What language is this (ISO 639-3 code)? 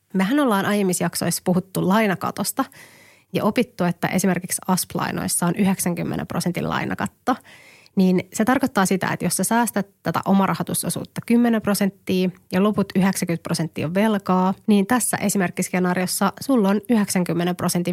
fin